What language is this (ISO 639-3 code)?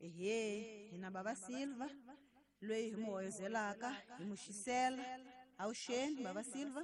tso